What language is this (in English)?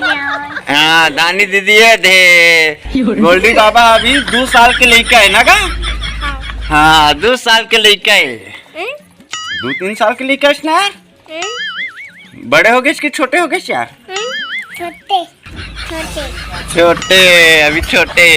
Chhattisgarhi